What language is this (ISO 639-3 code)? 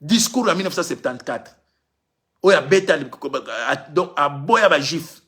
lin